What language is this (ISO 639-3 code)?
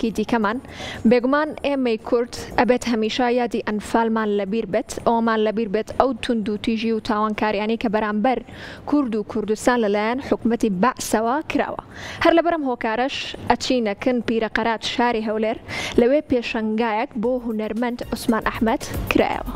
ckb